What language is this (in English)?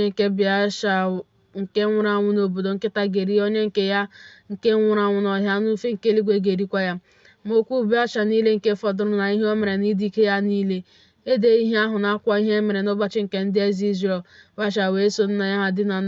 Igbo